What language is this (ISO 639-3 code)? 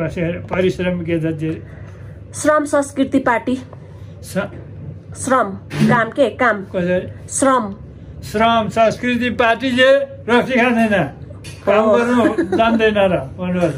nep